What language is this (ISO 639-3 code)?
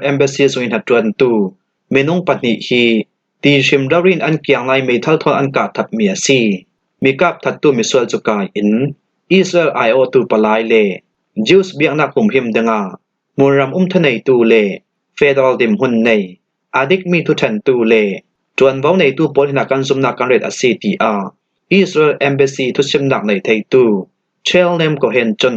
cfm